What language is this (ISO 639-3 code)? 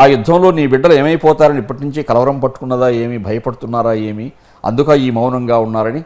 tel